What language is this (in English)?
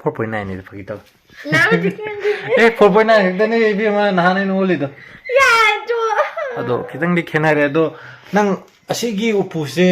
Manipuri